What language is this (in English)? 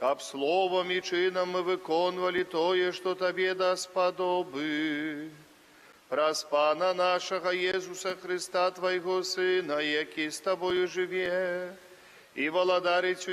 Belarusian